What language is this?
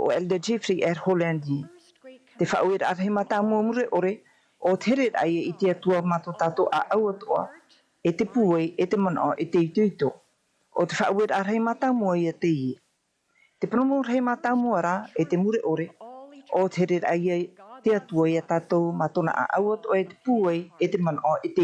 Tahitian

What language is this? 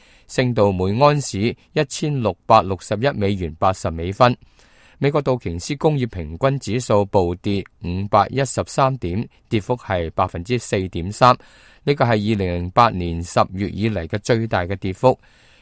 Cantonese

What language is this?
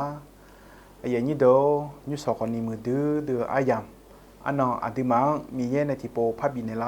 Akha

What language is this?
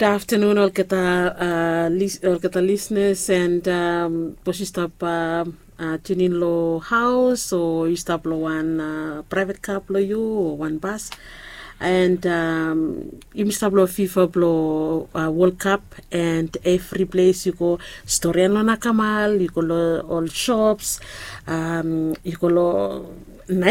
Bislama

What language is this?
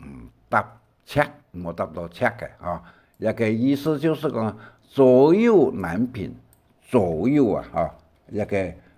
Hakka Chinese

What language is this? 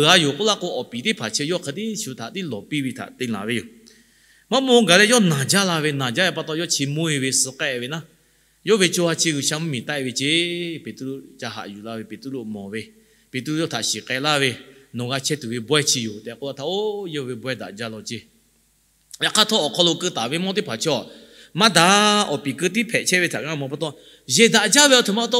Lahu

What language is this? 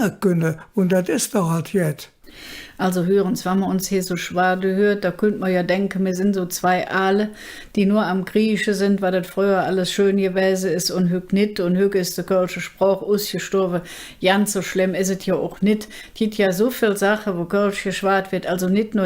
Colognian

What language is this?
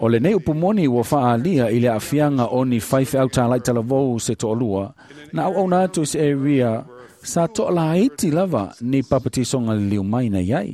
Samoan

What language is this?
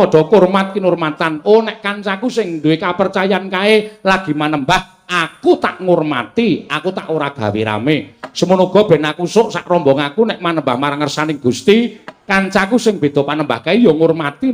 Javanese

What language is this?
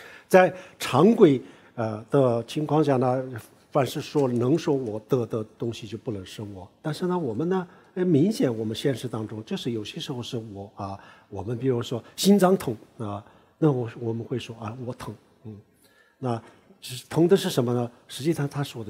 Chinese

